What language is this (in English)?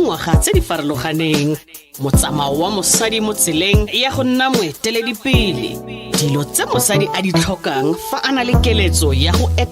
Tswana